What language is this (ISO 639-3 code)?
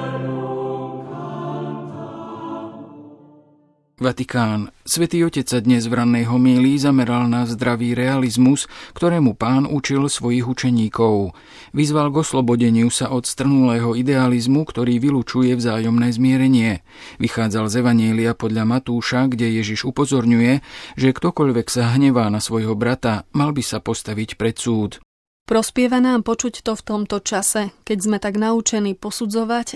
slk